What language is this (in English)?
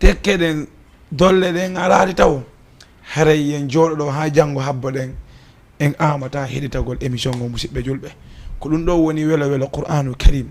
Fula